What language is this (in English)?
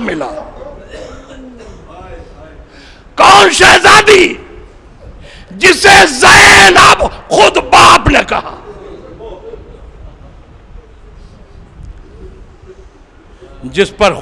Urdu